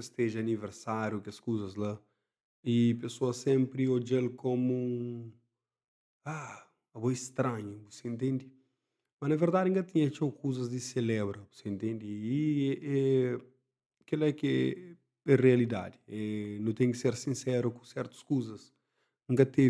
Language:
Kabuverdianu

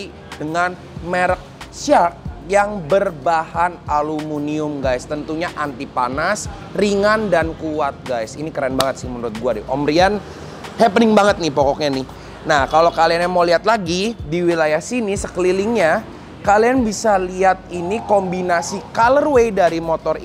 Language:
Indonesian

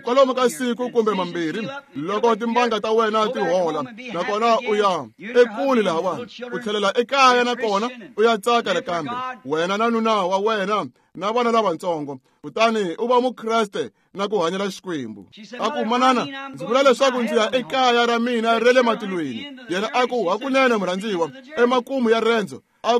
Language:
Tsonga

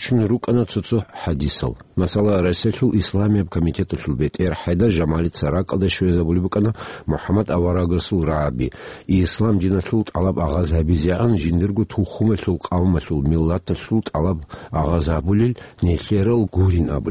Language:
Avaric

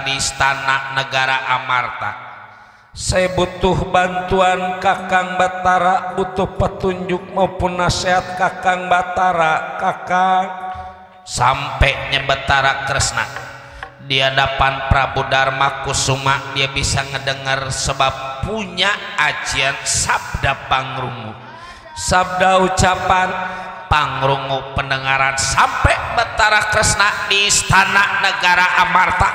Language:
Betawi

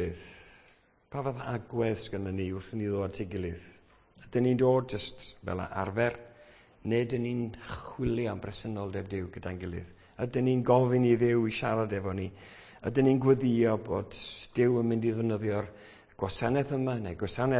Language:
Welsh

